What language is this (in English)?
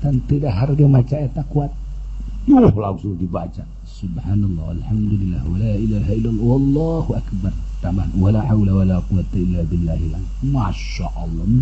Sundanese